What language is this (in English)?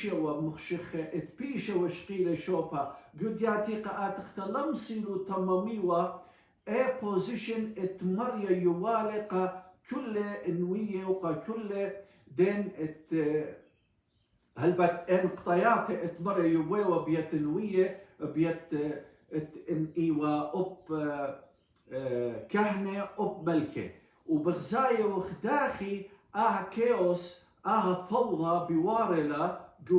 Assyrian Neo-Aramaic